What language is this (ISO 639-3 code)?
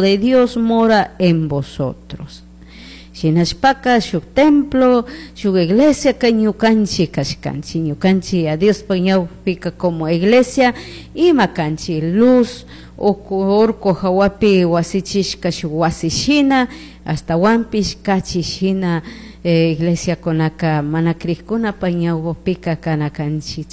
qug